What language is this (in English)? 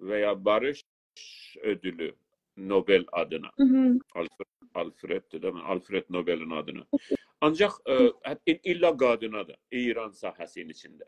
South Azerbaijani